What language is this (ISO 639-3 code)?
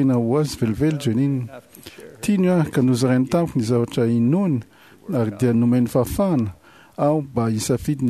mlg